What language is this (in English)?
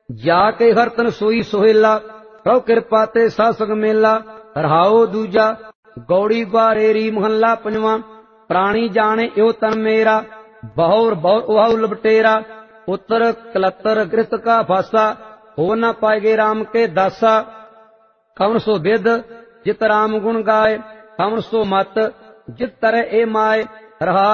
Punjabi